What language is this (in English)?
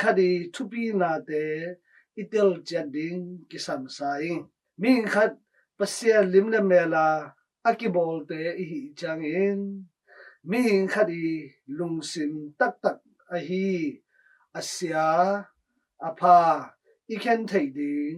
Tedim Chin